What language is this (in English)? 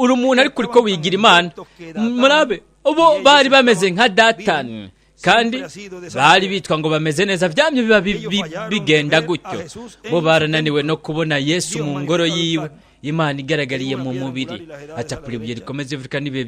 Rundi